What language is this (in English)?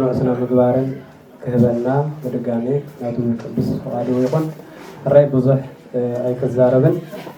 Tigrinya